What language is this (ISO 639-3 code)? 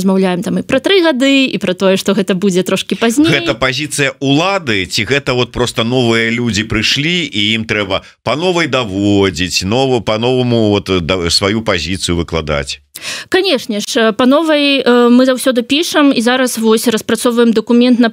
bel